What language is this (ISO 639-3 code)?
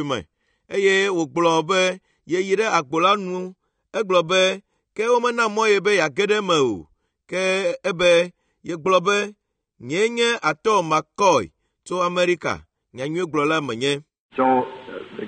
ewe